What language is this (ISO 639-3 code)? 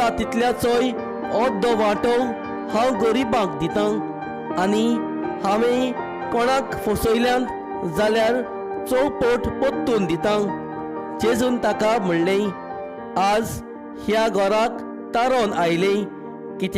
kok